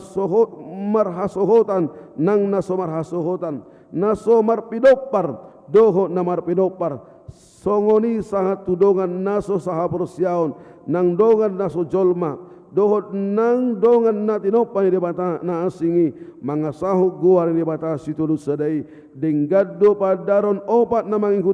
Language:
Batak Toba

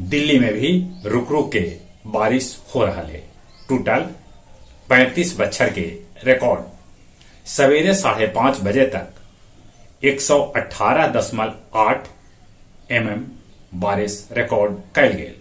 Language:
Magahi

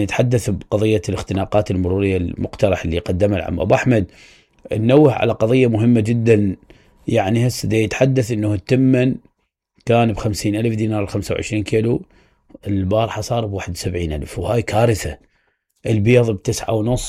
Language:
Mesopotamian Arabic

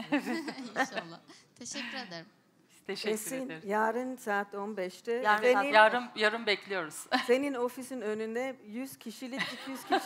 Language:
Turkish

